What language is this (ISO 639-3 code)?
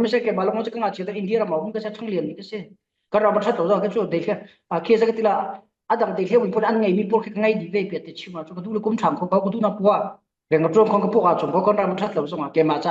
cfm